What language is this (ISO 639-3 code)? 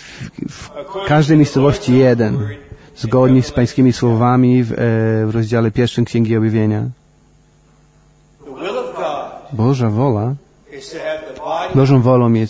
pol